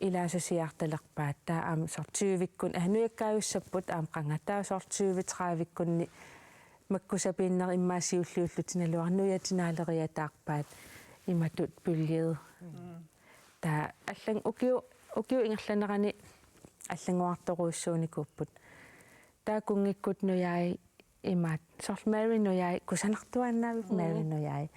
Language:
Kalaallisut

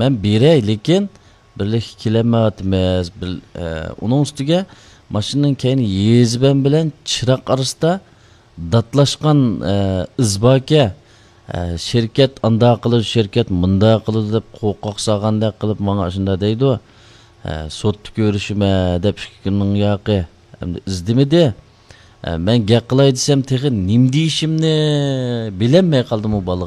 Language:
Uyghur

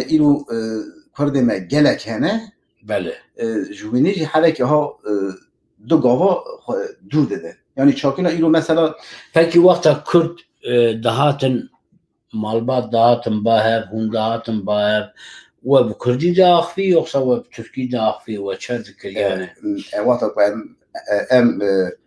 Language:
Kurdish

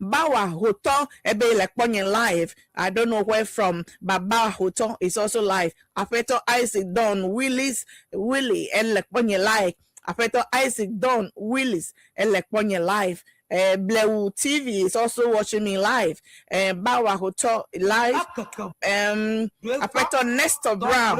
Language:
Ewe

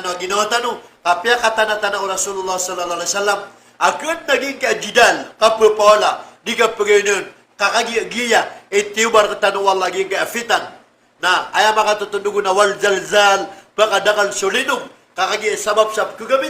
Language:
Maranao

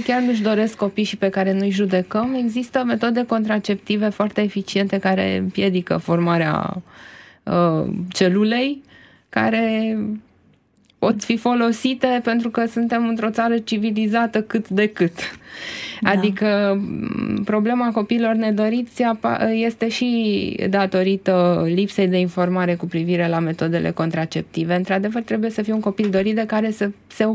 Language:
Romanian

